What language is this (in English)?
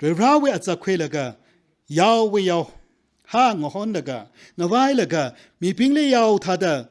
Tangkhul Naga (India)